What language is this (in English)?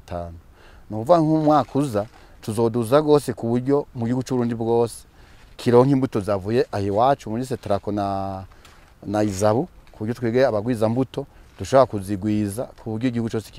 Rundi